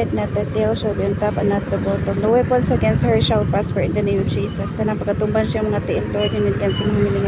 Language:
Cebuano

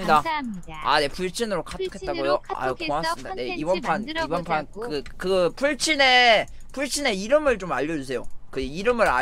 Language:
Korean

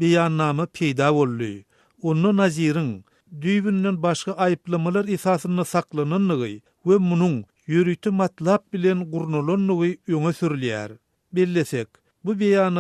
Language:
Turkmen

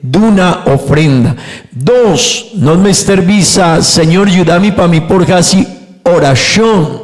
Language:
Papiamento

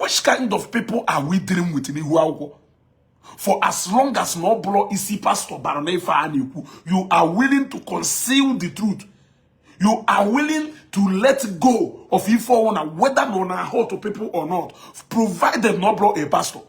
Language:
Igbo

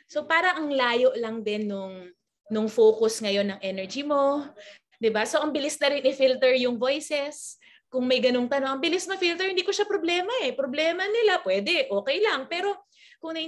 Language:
Filipino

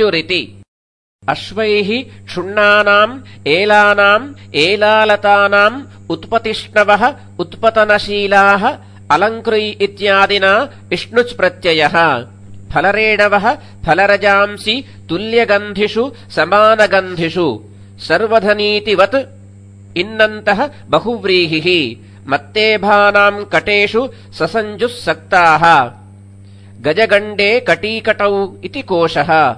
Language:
Sanskrit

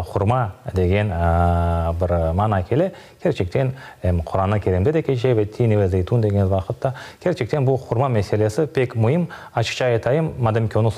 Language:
Crimean Tatar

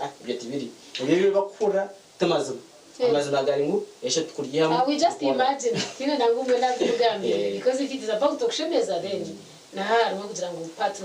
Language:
Nyankole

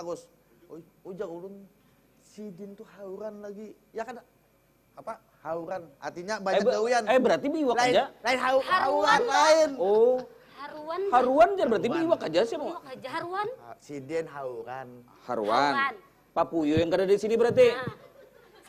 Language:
Banjar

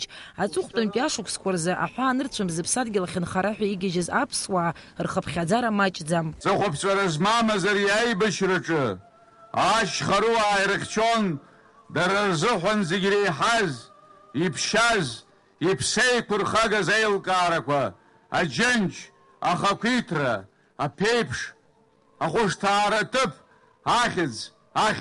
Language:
Abkhazian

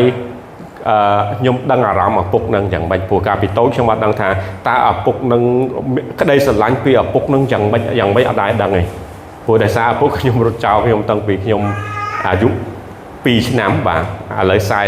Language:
Khmer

